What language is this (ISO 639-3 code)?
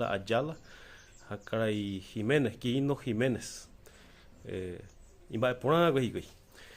grn